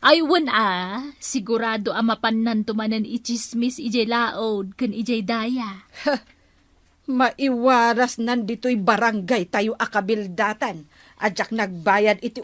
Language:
Iloko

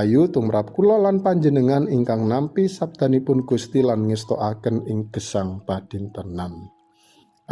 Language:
Javanese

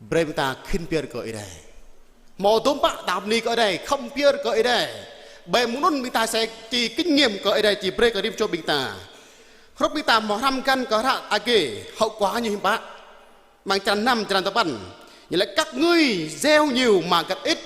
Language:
Jarai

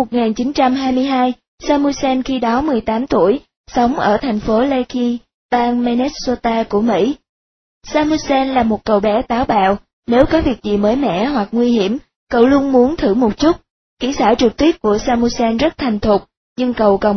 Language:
Vietnamese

